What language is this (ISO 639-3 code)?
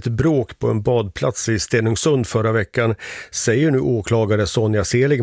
swe